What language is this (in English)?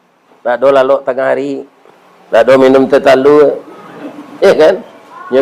Minangkabau